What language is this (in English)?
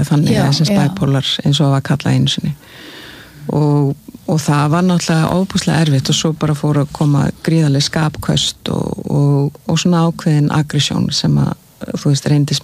Icelandic